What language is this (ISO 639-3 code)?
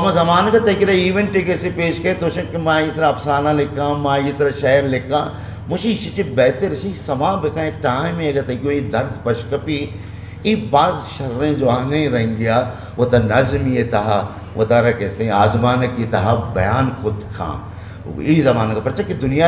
bgp